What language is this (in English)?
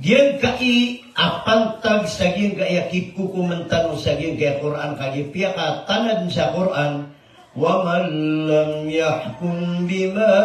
Maranao